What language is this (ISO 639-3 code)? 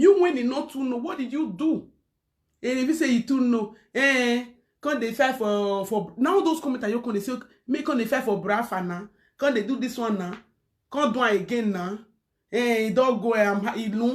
pcm